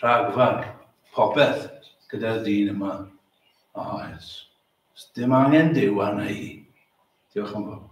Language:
Welsh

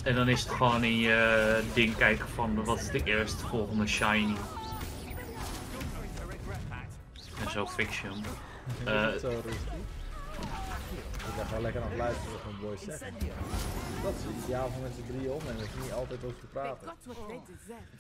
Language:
Dutch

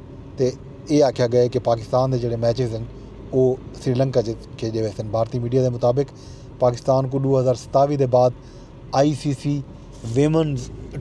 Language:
Saraiki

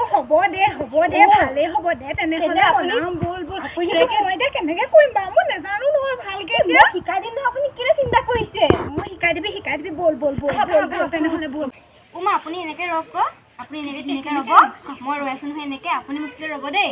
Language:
Assamese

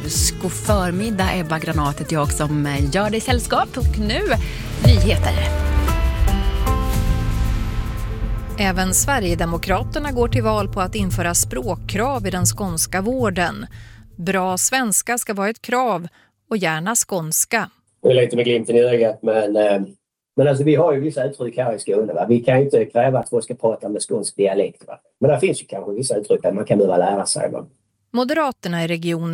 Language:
Swedish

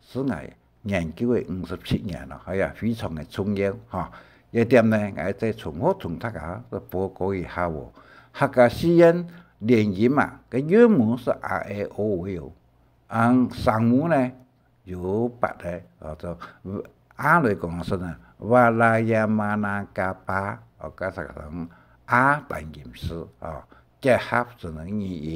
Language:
Hakka Chinese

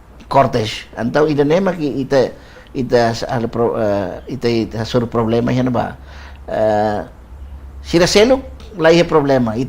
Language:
Tetum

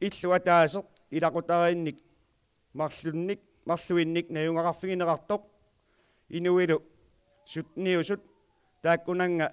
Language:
Kalaallisut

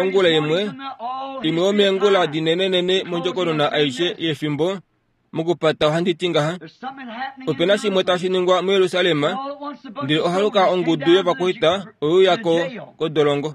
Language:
Kuanyama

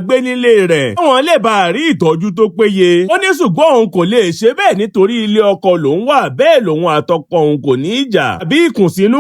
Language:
Yoruba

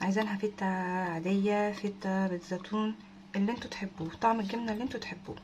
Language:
Egyptian Arabic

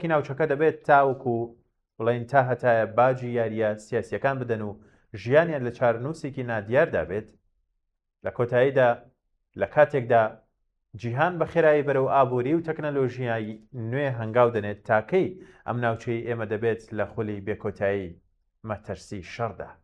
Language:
Central Kurdish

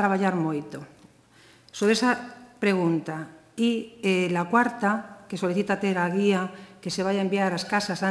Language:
Galician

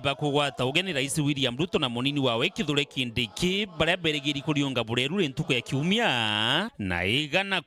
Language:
Meru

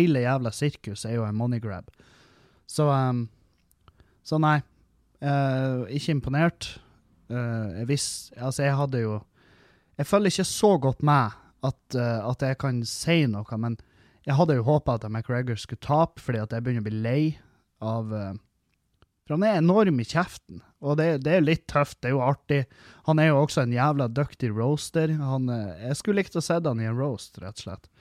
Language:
Norwegian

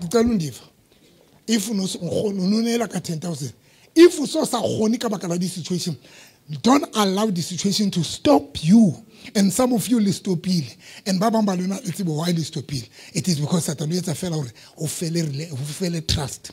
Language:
Southern Sotho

